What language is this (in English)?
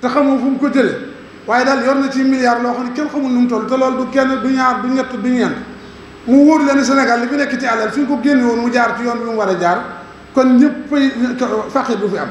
Wolof